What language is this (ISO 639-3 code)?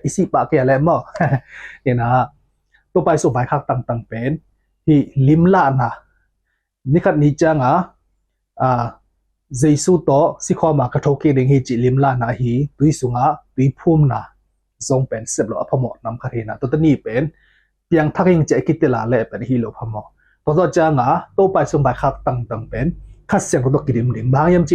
ctd